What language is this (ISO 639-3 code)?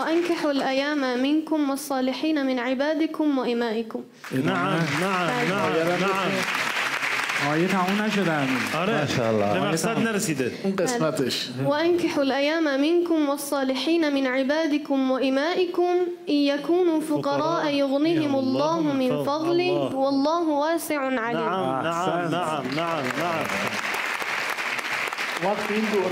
fas